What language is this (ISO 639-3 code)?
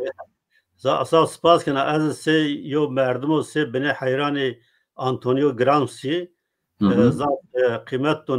zza